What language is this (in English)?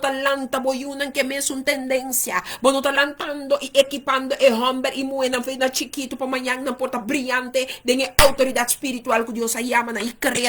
Papiamento